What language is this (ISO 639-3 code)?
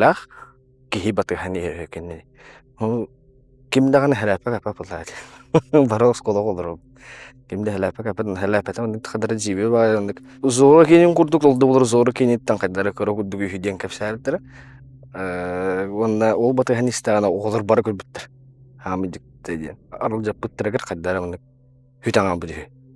sah